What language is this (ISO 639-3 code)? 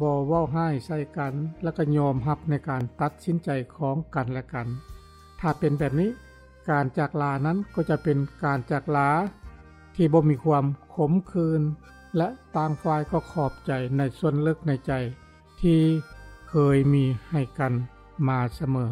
lao